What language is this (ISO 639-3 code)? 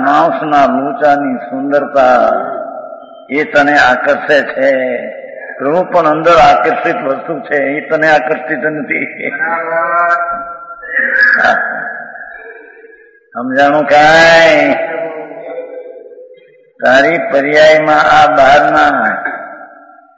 guj